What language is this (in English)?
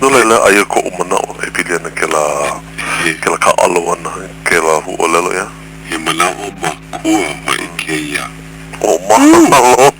Hawaiian